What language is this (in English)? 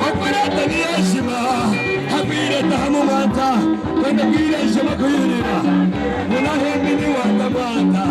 Kaonde